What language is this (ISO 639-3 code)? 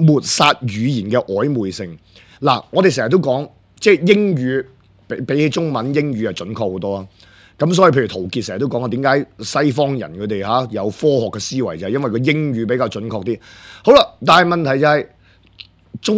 yue